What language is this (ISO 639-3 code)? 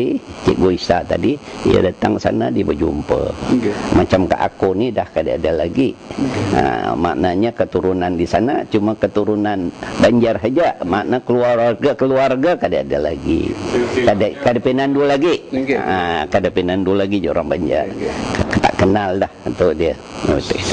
bjn